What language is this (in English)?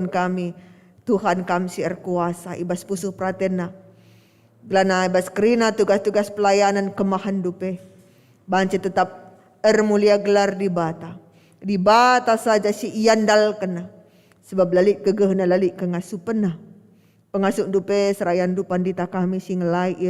Batak Karo